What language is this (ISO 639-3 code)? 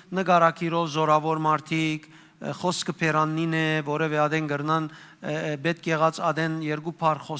hyw